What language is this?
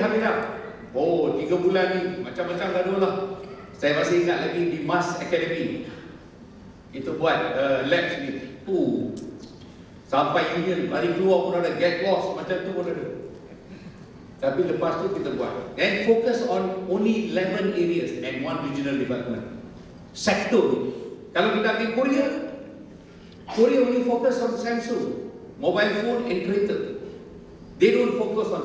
Malay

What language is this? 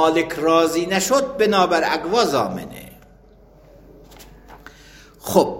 Persian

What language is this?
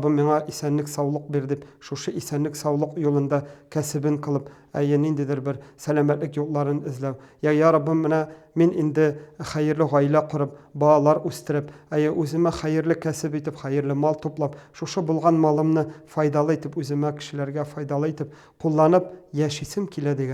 Tatar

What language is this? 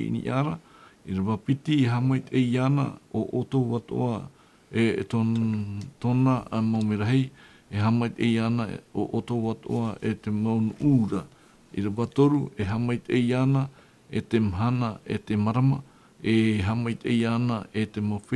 Tahitian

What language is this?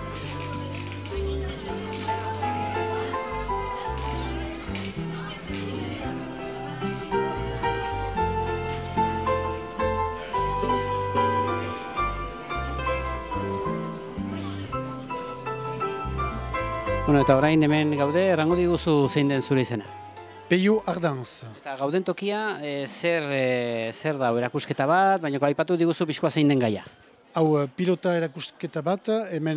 Basque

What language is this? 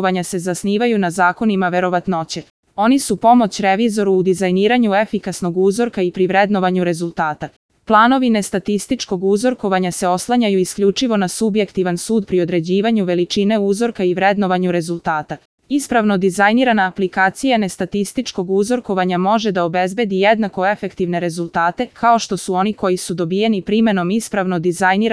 Serbian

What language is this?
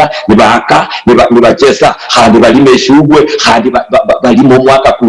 Luyia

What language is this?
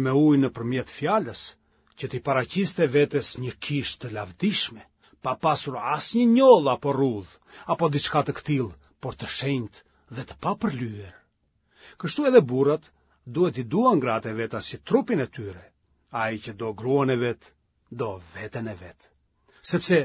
Albanian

